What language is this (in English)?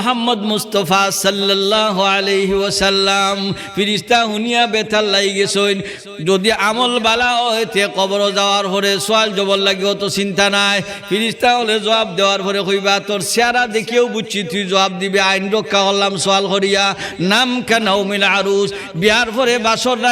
Sylheti